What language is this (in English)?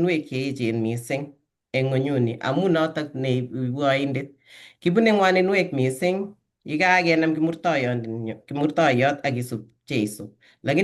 Kalenjin